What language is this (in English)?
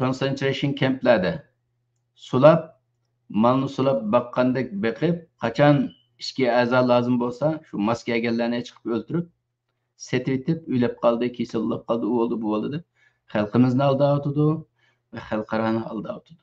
Uyghur